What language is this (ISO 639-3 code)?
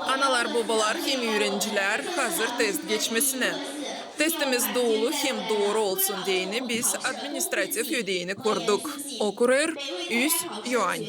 gag